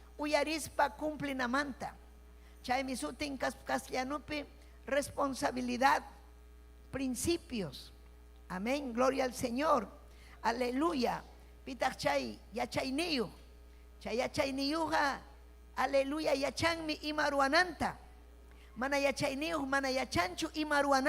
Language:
Ayacucho Quechua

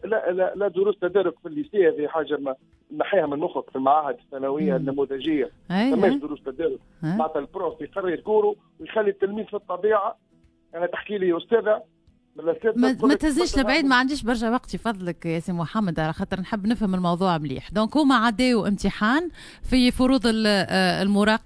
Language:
Tunisian Arabic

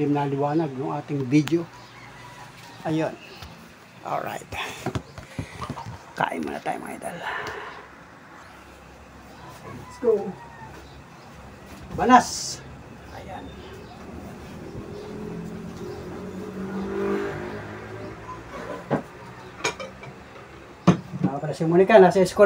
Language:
Filipino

